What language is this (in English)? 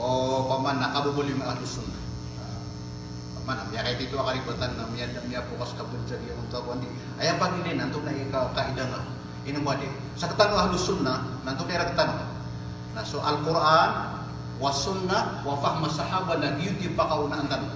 Maranao